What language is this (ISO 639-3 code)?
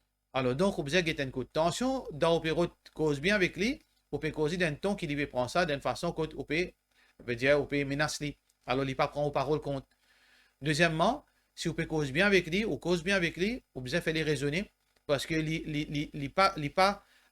mfe